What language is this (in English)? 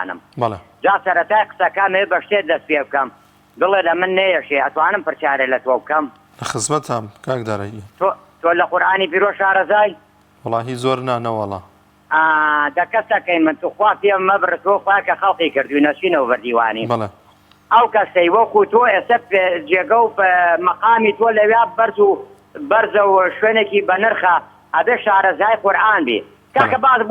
Central Kurdish